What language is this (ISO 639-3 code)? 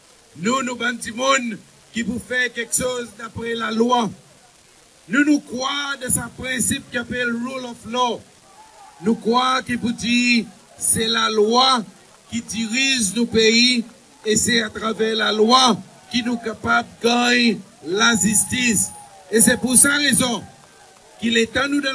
crs